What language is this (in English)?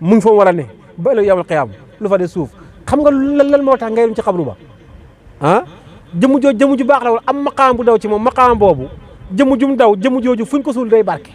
Wolof